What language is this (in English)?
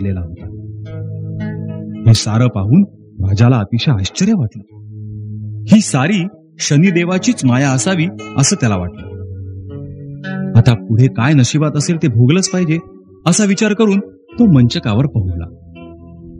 Marathi